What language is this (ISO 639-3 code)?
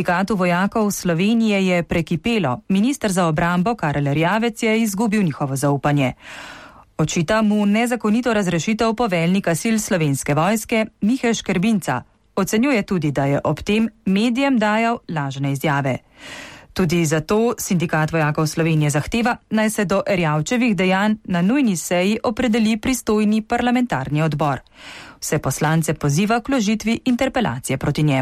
slv